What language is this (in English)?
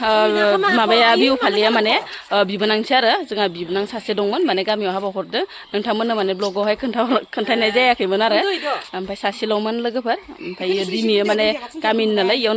Bodo